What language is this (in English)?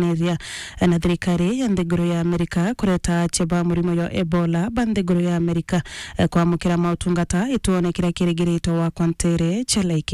Meru